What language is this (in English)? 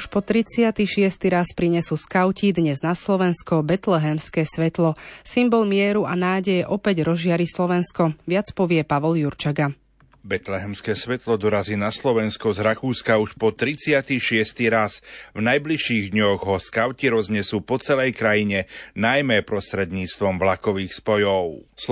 Slovak